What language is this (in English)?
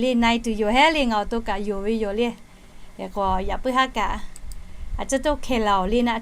Lahu